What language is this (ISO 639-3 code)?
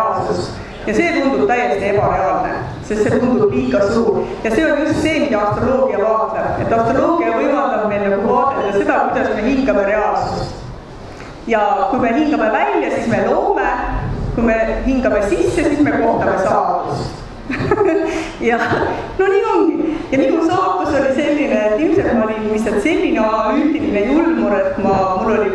est